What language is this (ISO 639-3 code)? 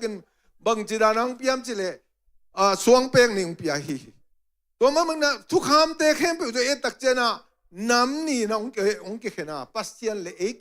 ctd